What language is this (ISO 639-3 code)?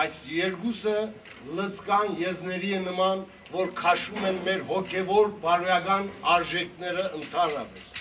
hye